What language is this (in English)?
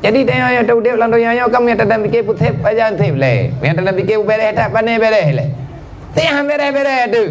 Achinese